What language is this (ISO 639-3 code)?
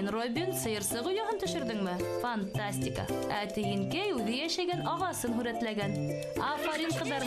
bak